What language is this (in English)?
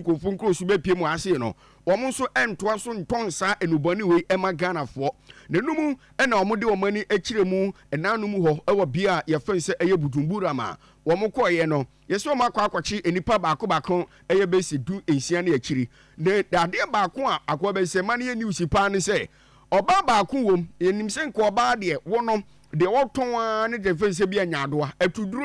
Akan